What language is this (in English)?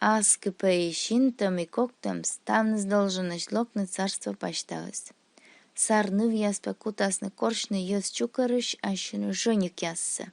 Komi